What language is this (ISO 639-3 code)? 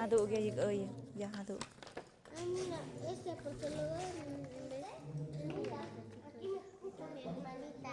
mxp